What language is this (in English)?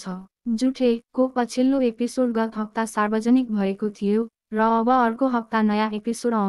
Nepali